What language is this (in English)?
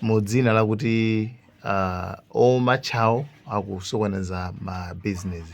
Nyanja